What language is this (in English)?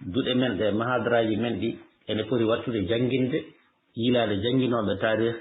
Fula